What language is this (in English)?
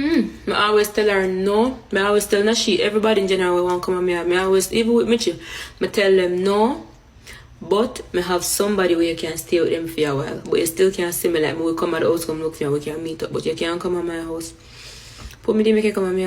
Jamaican Creole English